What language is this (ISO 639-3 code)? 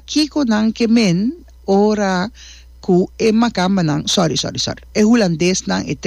pap